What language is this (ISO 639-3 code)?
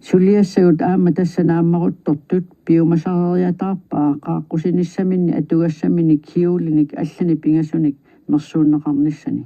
kal